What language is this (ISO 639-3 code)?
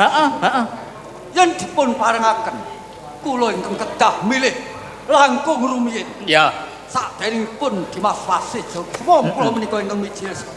jav